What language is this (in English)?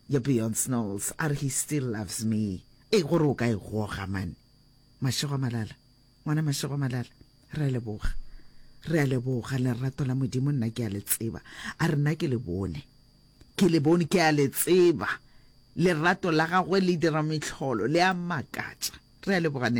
Northern Sotho